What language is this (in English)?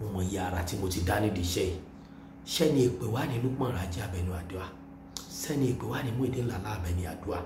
Yoruba